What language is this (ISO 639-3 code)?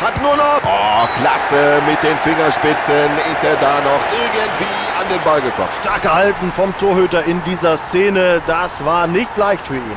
bar